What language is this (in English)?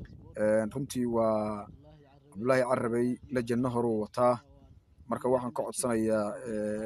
Somali